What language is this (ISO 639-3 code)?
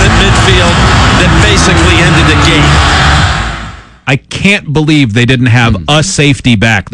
eng